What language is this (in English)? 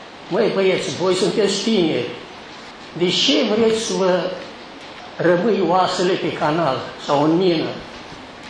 Romanian